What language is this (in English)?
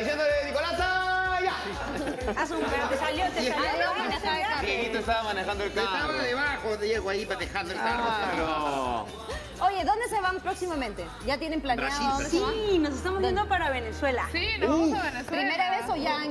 Spanish